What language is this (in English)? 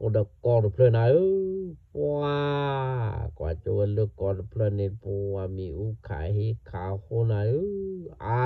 S'gaw Karen